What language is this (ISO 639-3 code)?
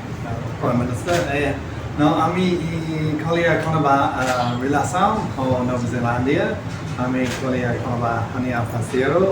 tet